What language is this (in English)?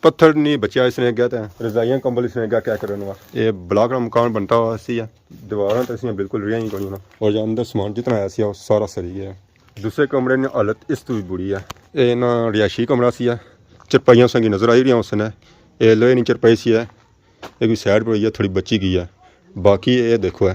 Pahari-Potwari